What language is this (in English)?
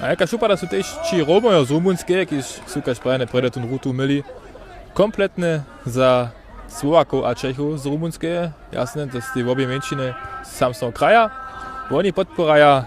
Upper Sorbian